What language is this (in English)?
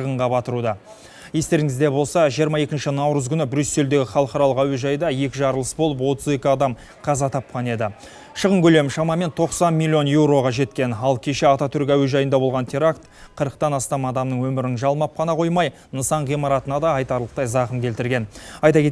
Kazakh